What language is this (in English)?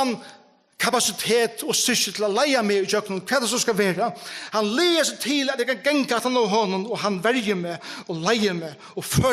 Faroese